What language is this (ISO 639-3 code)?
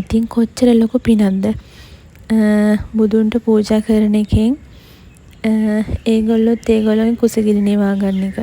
sin